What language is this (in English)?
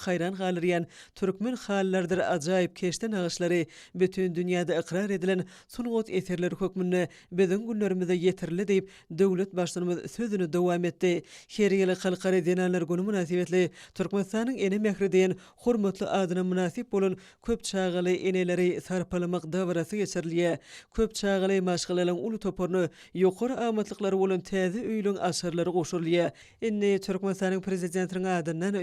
Turkmen